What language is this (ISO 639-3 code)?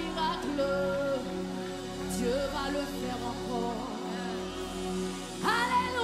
fra